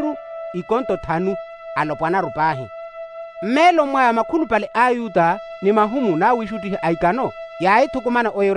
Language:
Makhuwa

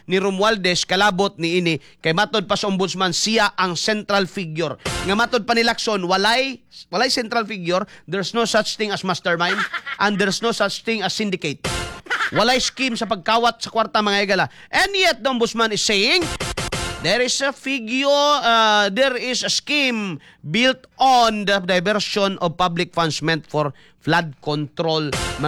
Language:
Cebuano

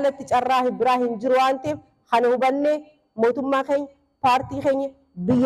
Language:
Oromo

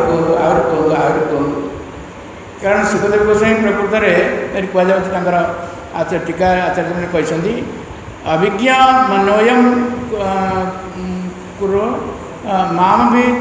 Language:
Odia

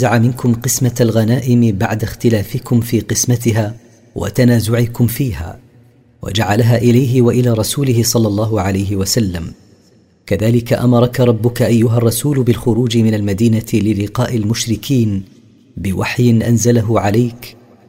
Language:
Arabic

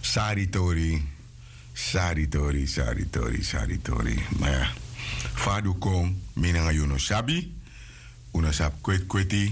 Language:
Sranan Tongo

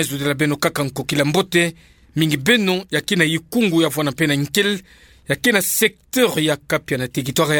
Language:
Kituba (Democratic Republic of Congo)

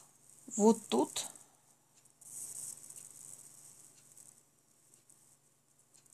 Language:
Russian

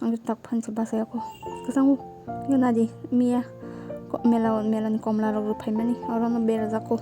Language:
Kok Borok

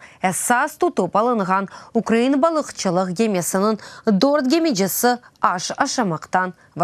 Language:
Crimean Tatar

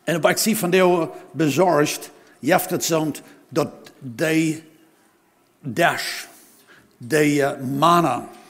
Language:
Plautdietsch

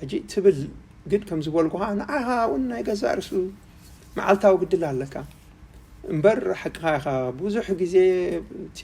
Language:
Tigrinya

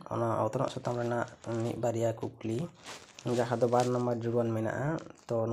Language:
Santali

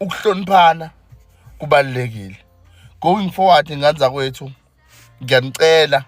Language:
Zulu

